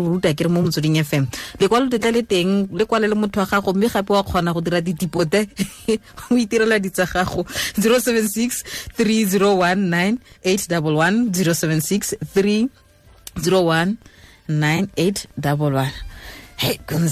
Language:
Tswana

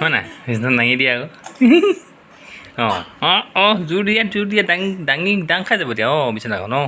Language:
Assamese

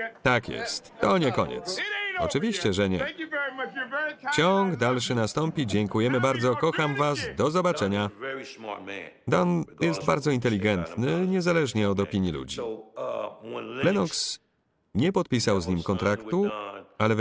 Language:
Polish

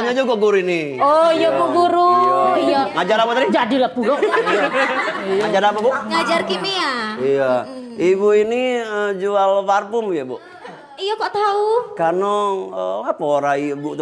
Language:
Musi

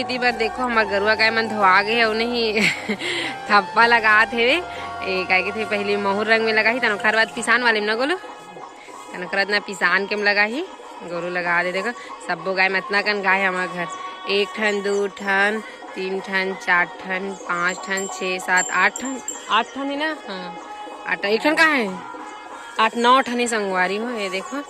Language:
Chhattisgarhi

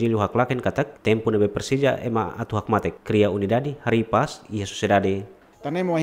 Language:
Tetum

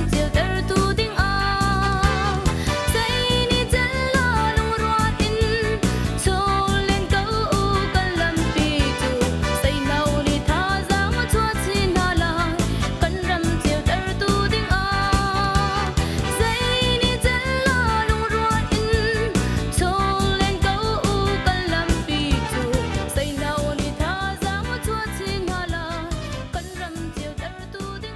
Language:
Hakha Chin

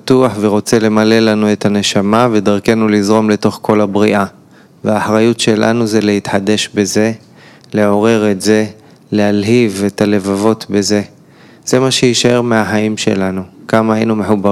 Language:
Hebrew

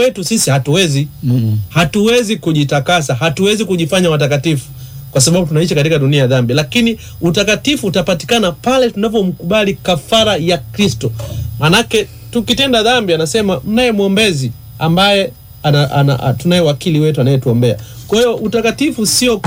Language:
Swahili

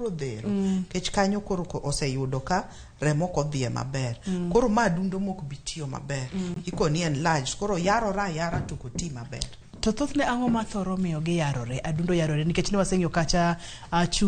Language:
Luo (Kenya and Tanzania)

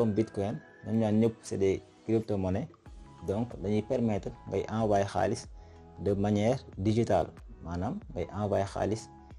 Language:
Wolof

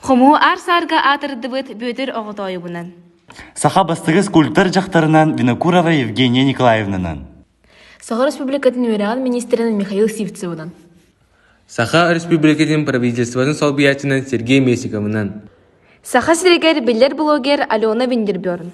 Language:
Yakut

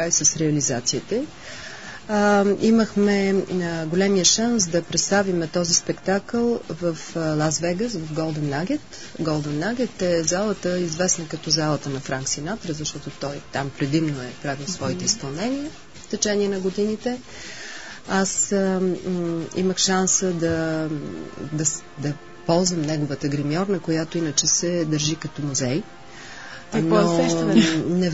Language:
Bulgarian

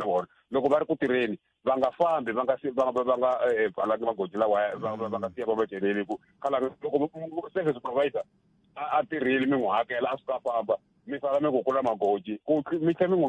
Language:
Tsonga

